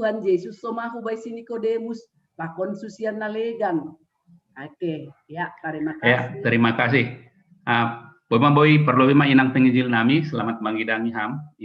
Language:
Batak Simalungun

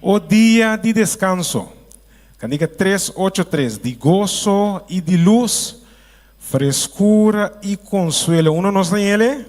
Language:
Papiamento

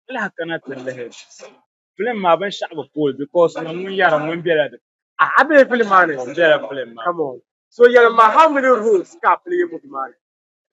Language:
Dagbani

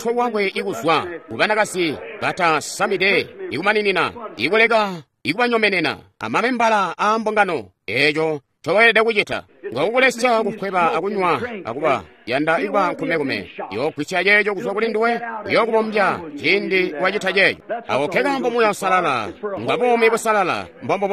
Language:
Tonga (Zambia)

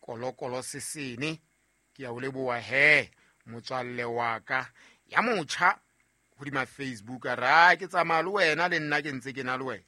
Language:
Southern Sotho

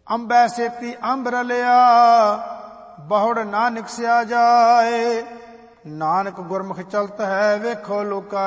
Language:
Punjabi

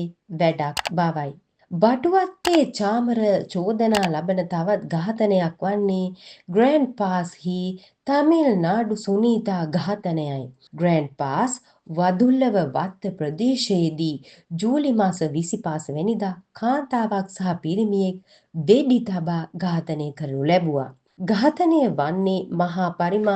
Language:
Sinhala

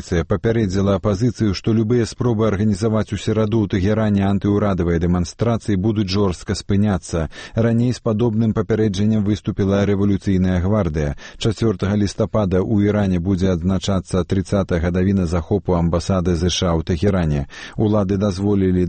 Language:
Belarusian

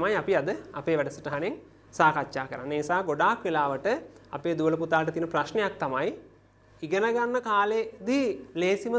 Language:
Sinhala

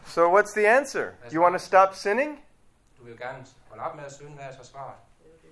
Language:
Danish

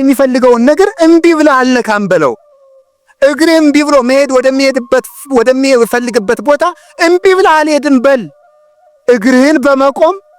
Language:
Amharic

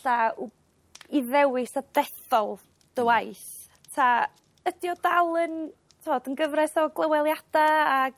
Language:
Welsh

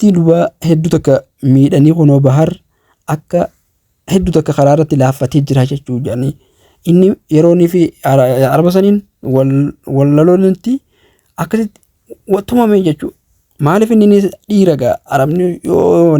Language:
Oromo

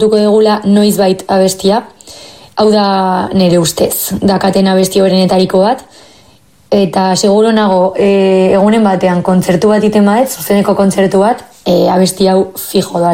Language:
Basque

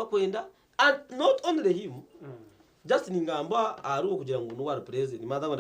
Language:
Nyankole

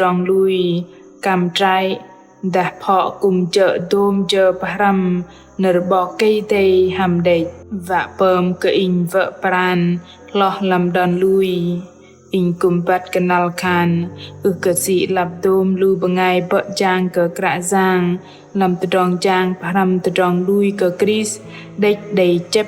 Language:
Bahnar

